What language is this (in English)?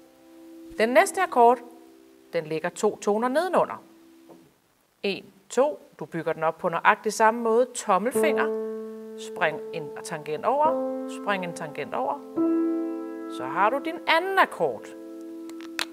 Danish